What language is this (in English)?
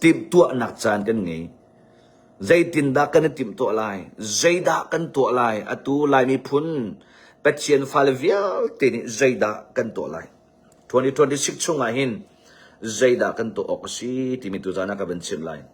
Hakha Chin